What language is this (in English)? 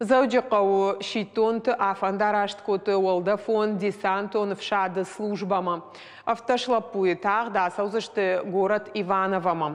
Ossetic